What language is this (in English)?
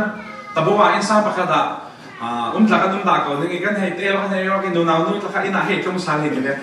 Falam Chin